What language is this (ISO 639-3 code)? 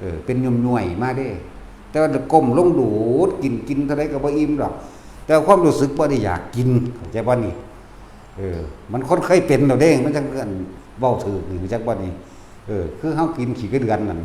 tts